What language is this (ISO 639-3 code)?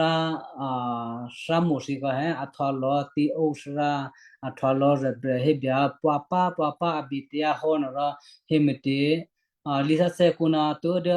kyu